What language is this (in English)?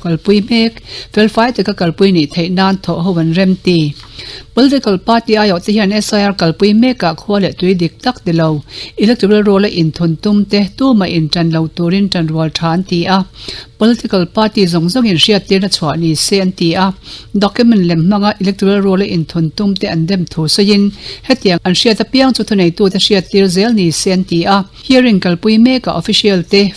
Mizo